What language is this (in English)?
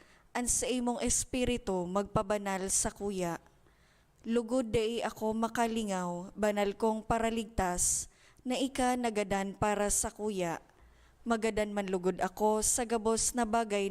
Bikol